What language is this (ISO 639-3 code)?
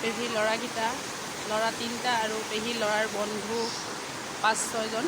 asm